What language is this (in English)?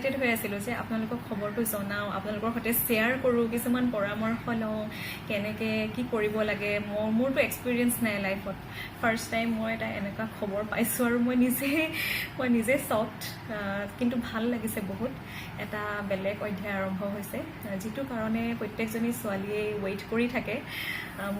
Assamese